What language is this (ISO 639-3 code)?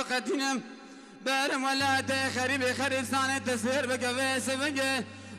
kur